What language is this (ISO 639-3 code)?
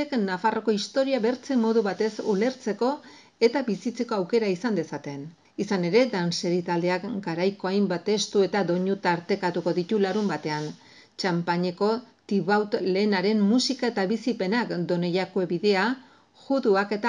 eus